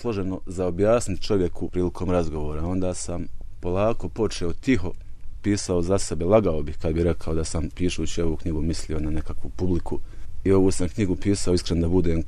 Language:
Serbian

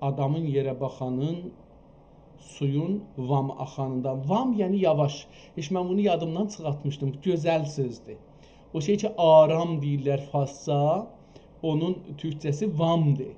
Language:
South Azerbaijani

